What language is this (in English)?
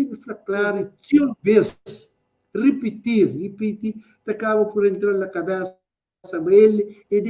Kabuverdianu